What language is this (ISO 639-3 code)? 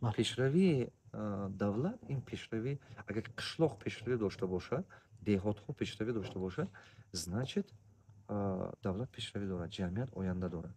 tgk